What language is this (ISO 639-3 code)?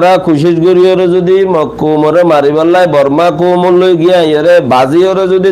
rhg